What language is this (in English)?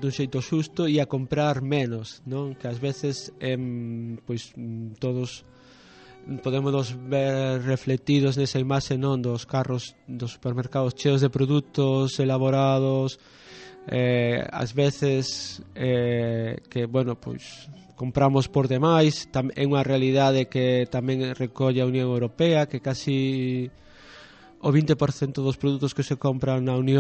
Galician